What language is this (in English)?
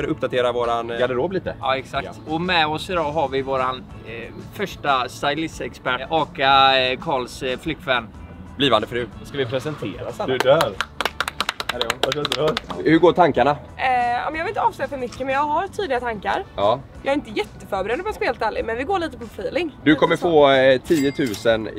Swedish